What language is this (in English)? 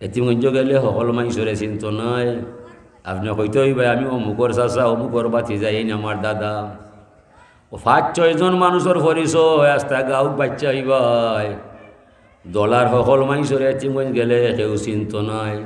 Sylheti